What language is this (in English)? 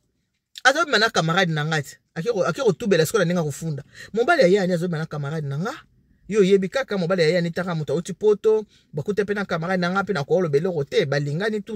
Lingala